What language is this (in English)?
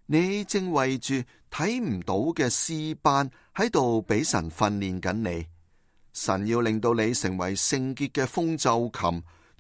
Cantonese